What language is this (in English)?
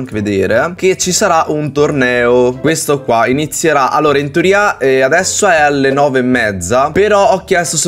Italian